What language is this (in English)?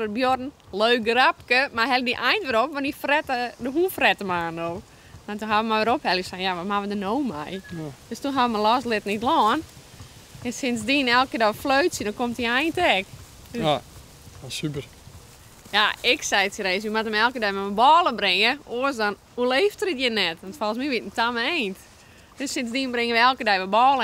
Western Frisian